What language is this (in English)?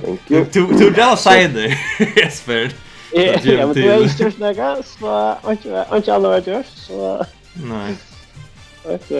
Faroese